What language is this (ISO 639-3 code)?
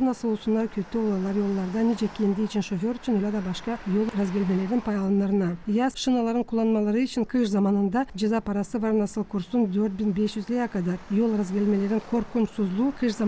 gag